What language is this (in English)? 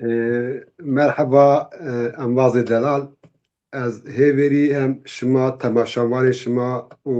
Zaza